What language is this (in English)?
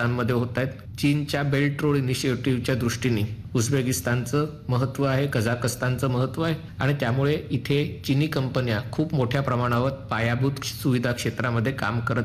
Marathi